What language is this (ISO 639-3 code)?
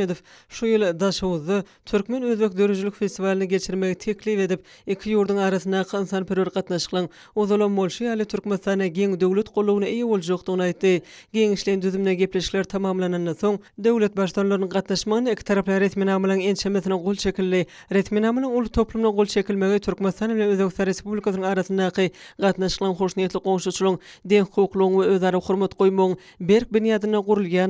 tuk